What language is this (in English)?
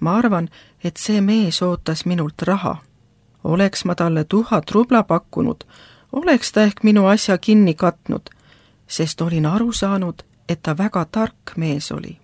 Estonian